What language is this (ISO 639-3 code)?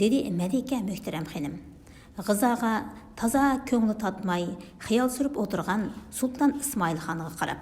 uig